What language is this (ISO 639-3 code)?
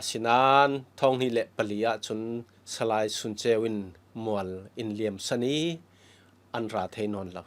cfm